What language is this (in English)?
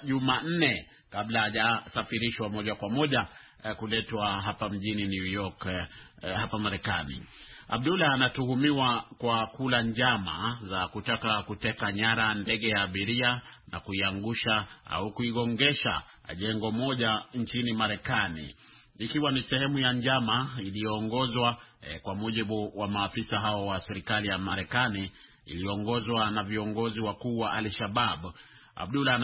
Swahili